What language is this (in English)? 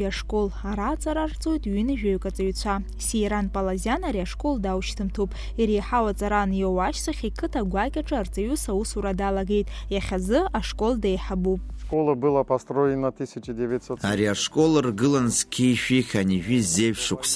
Abkhazian